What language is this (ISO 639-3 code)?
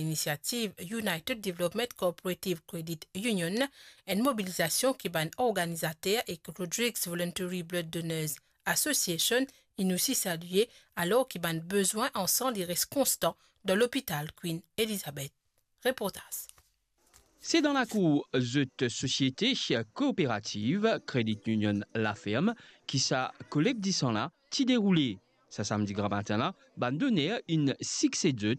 mfe